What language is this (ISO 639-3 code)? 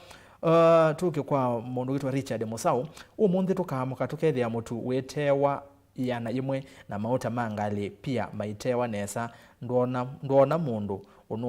kam